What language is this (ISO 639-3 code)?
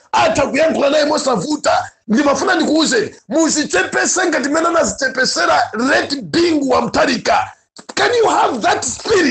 nya